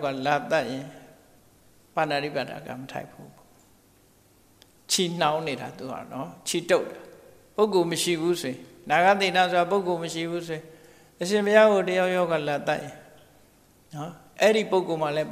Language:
Burmese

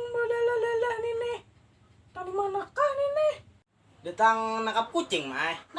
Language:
Banjar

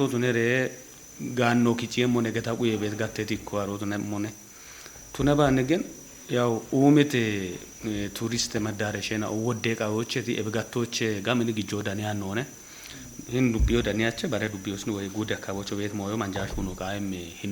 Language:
Kafa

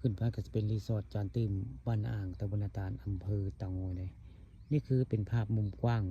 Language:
Northeastern Thai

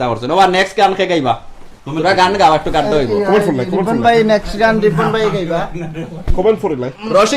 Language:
Sylheti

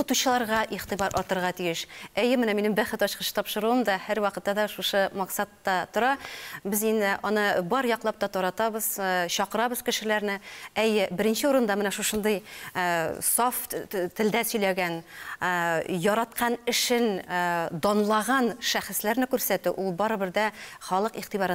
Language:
Tatar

